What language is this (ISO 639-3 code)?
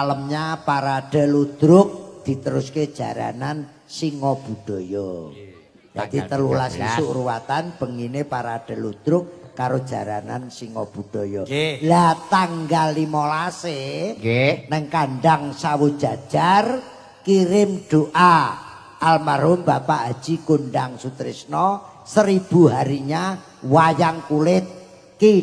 jav